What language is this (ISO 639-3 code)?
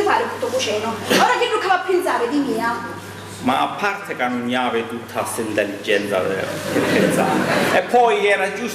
scn